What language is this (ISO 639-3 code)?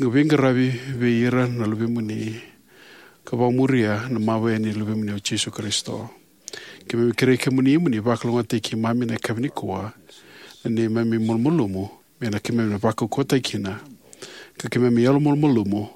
fij